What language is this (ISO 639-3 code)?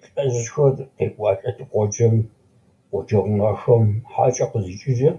ady